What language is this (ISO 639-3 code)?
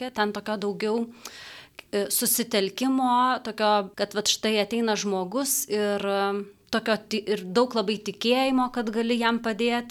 lit